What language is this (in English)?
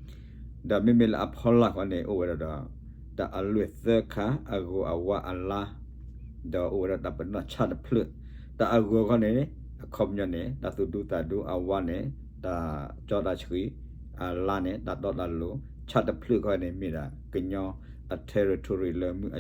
S'gaw Karen